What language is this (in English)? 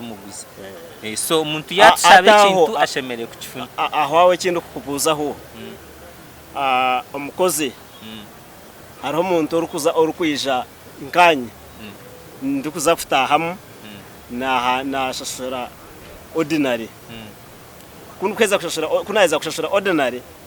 Nyankole